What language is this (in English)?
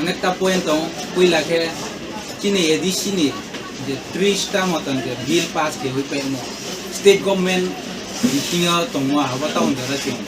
Kok Borok